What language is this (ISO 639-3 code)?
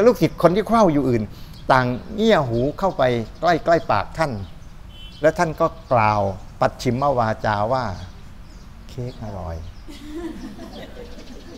tha